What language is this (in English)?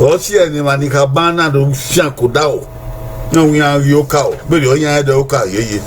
Bini